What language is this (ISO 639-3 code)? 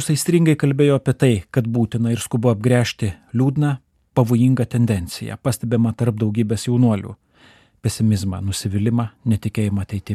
lit